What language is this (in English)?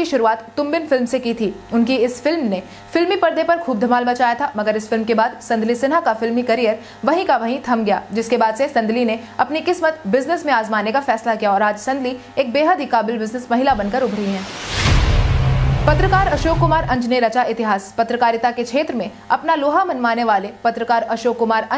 Hindi